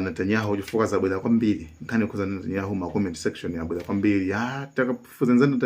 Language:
Nyanja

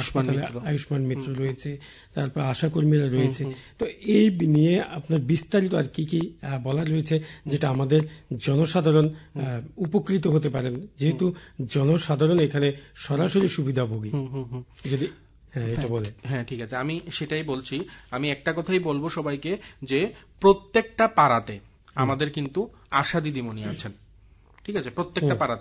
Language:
Bangla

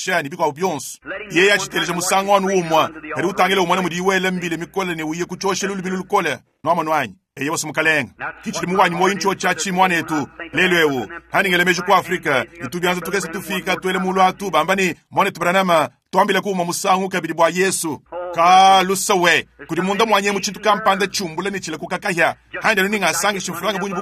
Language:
Luba-Lulua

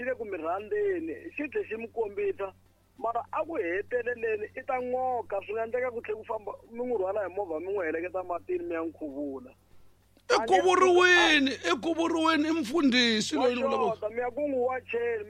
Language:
Tsonga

